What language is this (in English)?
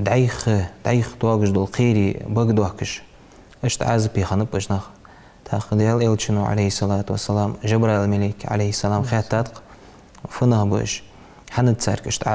Ingush